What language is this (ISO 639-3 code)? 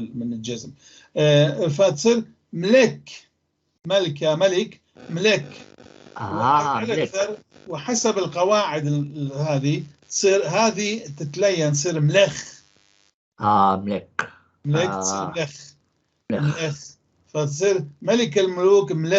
apc